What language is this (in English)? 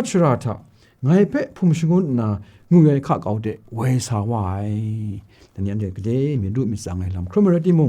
Kachin